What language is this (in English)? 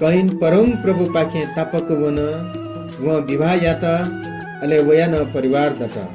Newari